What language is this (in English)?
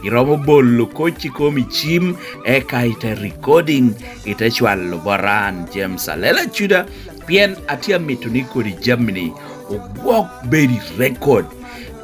Lango (Uganda)